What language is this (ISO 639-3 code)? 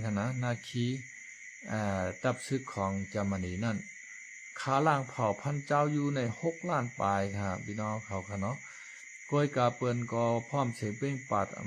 shn